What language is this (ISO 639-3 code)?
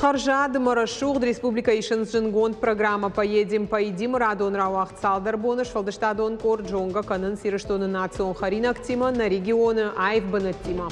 oss